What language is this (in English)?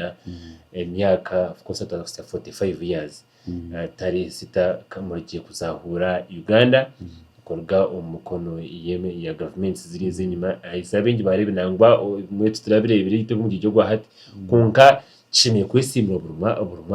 Nyankole